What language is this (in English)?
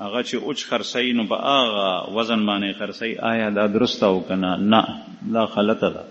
Pashto